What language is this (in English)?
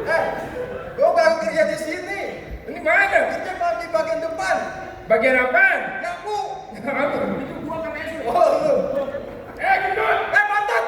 Betawi